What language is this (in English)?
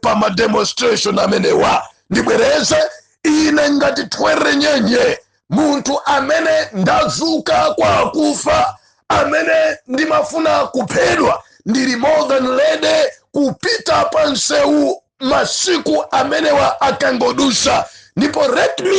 Nyanja